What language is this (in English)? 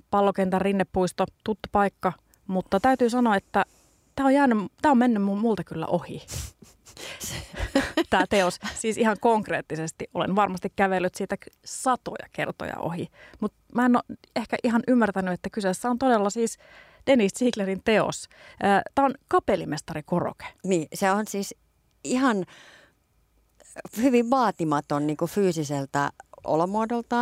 Finnish